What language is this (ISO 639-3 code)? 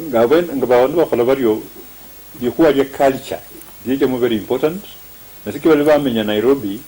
luy